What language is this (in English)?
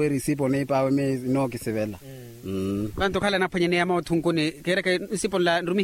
Makhuwa